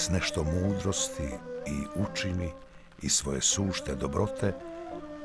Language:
Bosnian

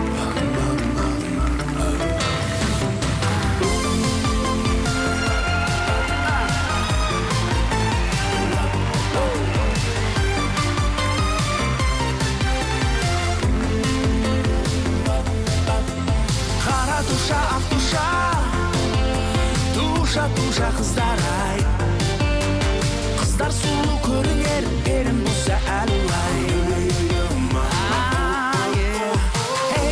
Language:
Kazakh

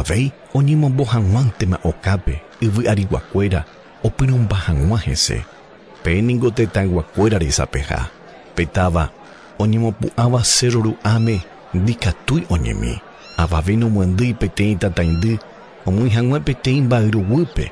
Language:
Guarani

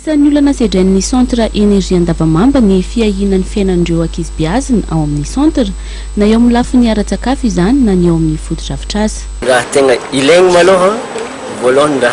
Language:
Malagasy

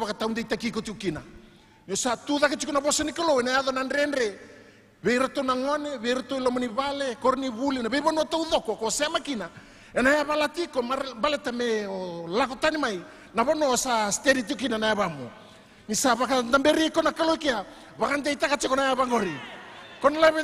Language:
Fijian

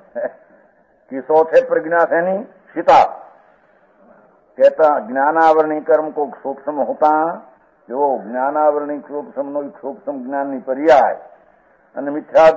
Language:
Gujarati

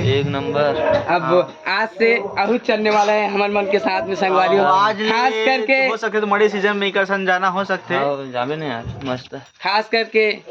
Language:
Chhattisgarhi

